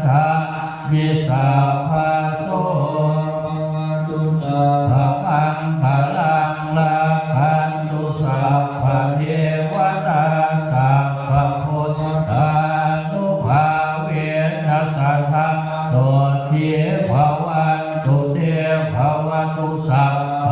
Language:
Pali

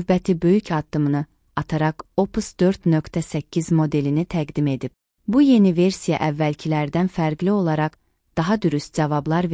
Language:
Azerbaijani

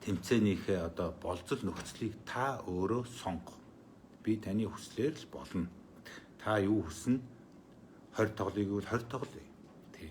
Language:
Mongolian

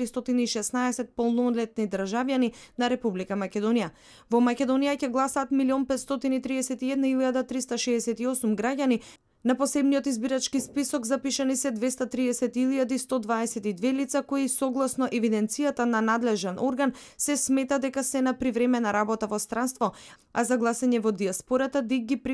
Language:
Macedonian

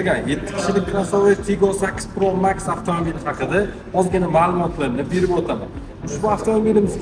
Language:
Uzbek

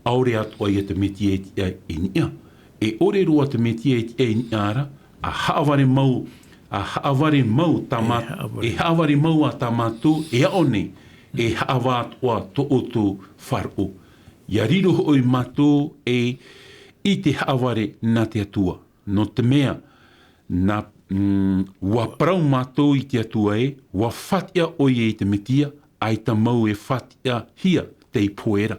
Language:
Tahitian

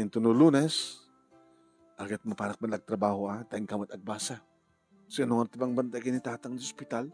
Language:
Iloko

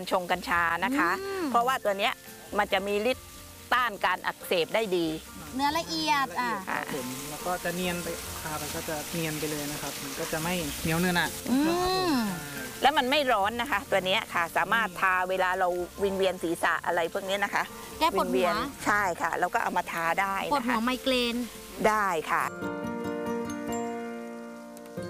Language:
Thai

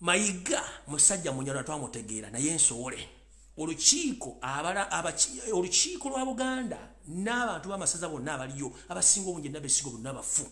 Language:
Ganda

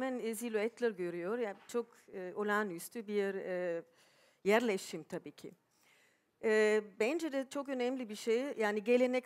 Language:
Turkish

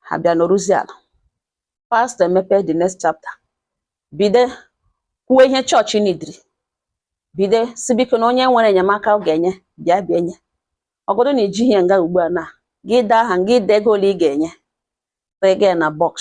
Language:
Igbo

